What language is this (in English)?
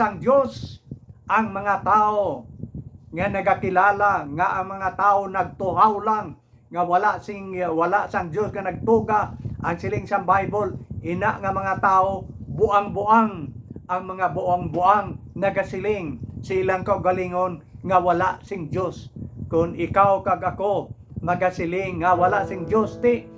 Hiligaynon